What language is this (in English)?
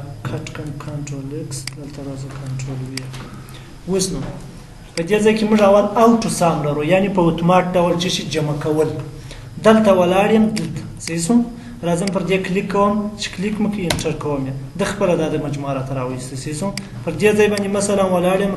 Pashto